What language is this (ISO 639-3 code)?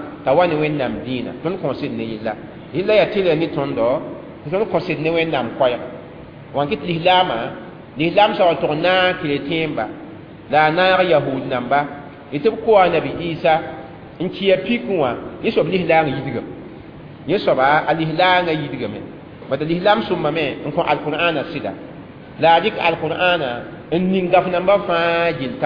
mos